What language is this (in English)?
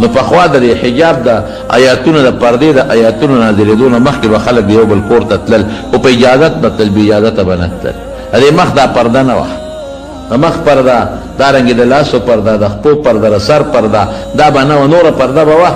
Pashto